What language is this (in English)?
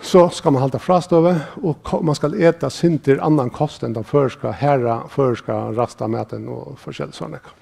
Faroese